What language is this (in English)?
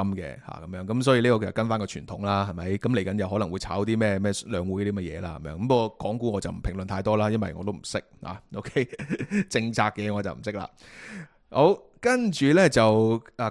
Cantonese